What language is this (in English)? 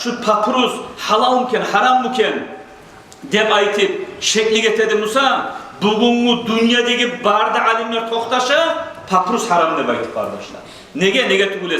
Kumyk